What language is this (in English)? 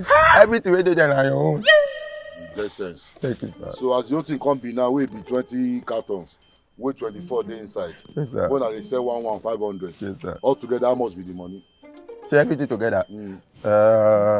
Nigerian Pidgin